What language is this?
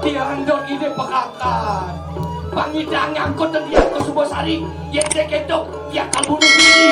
Balinese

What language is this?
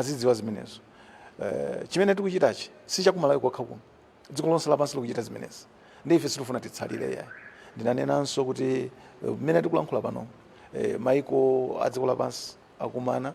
Nyanja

